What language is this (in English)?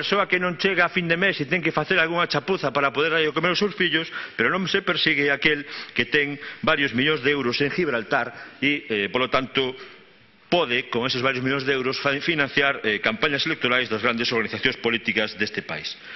Galician